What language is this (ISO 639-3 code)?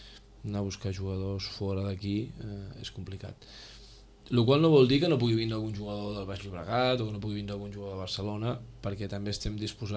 cat